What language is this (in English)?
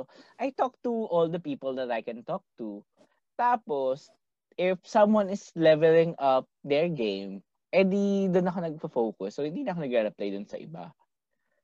Filipino